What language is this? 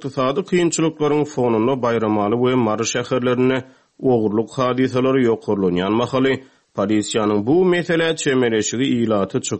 Turkmen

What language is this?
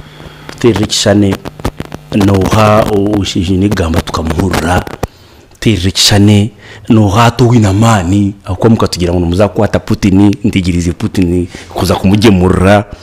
Nyankole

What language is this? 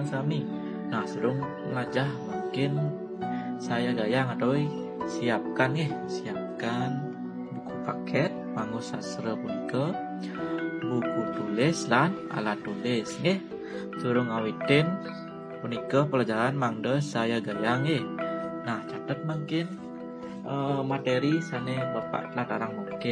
Balinese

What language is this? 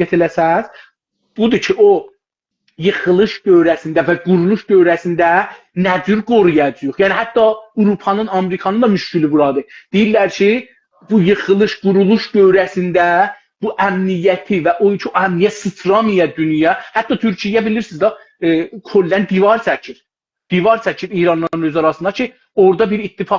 South Azerbaijani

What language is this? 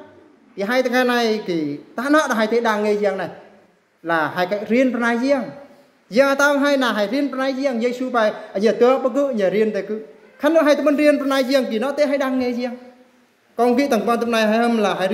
Eastern Bru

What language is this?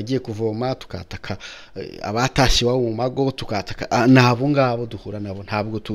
Kinyarwanda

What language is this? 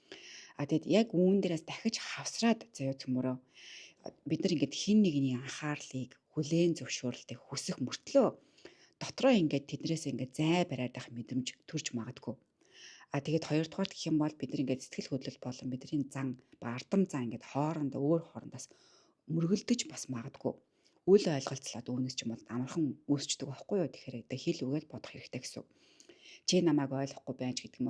Mongolian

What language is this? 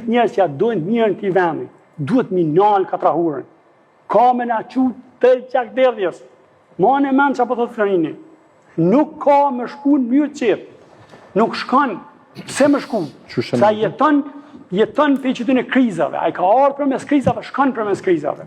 Albanian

